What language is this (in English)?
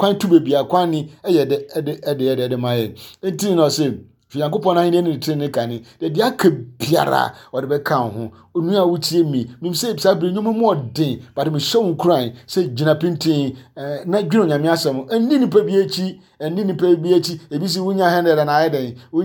Akan